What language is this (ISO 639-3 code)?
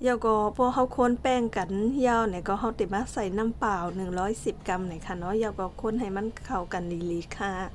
shn